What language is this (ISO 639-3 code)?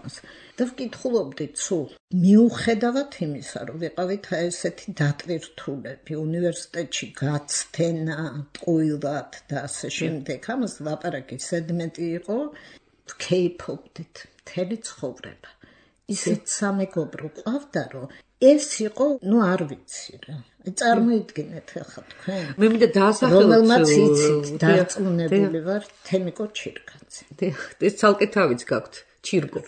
kat